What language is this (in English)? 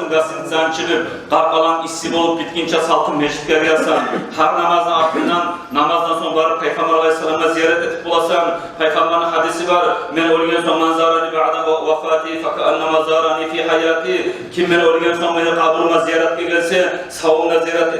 Kumyk